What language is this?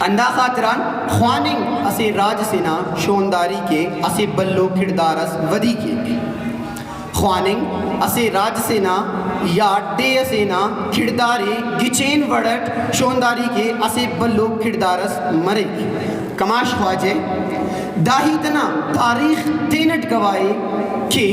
Brahui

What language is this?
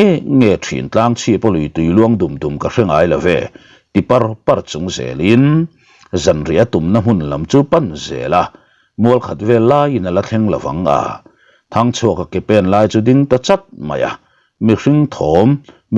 Mizo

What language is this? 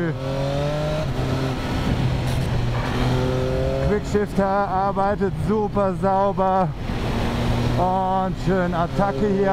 German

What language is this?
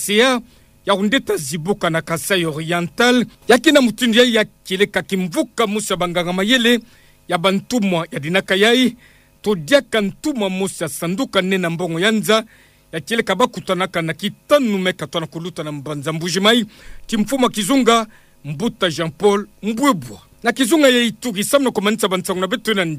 Kituba (Democratic Republic of Congo)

